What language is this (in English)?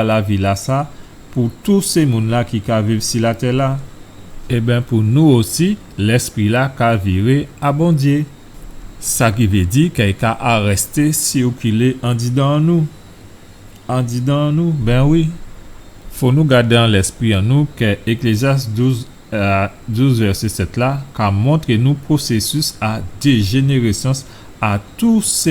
Guadeloupean Creole French